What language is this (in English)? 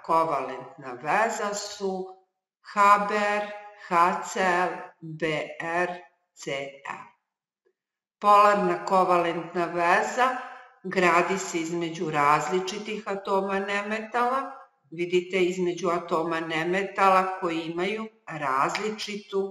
Serbian